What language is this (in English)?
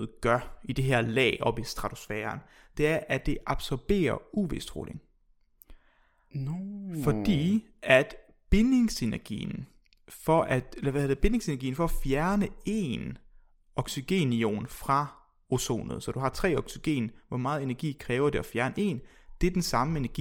Danish